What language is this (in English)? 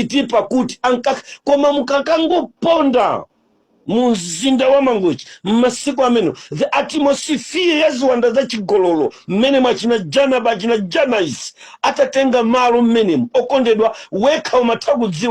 Nyanja